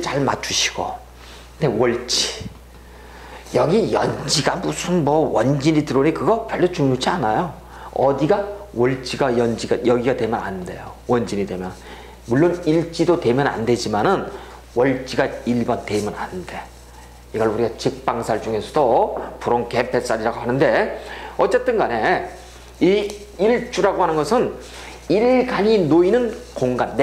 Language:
Korean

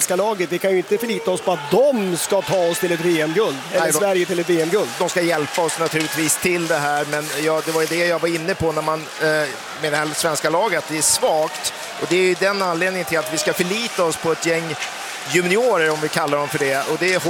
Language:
Swedish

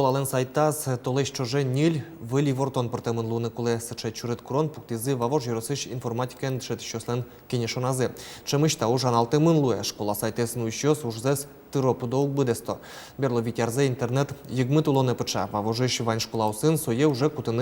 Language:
Udmurt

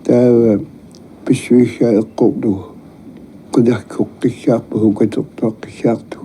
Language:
Kalaallisut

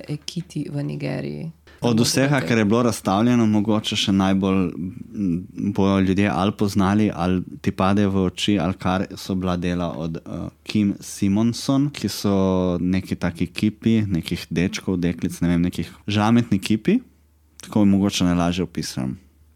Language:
Slovenian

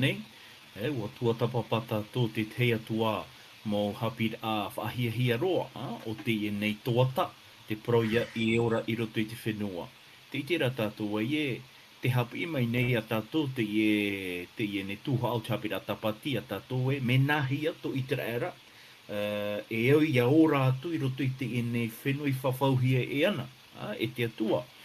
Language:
Tahitian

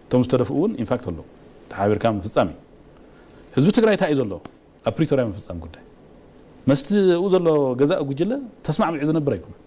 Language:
Tigrinya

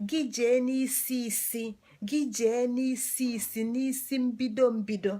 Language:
Igbo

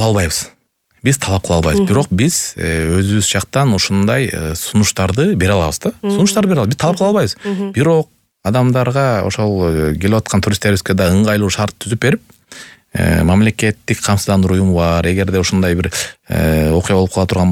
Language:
Kyrgyz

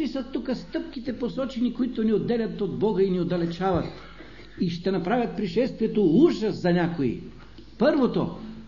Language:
Bulgarian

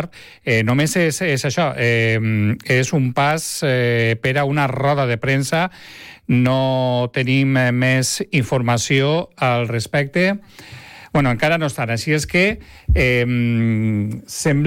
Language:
Catalan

